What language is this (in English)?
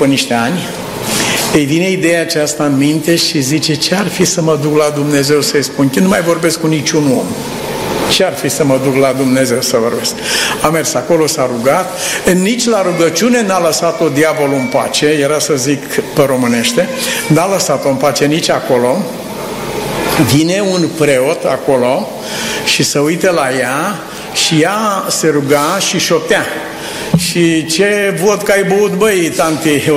Romanian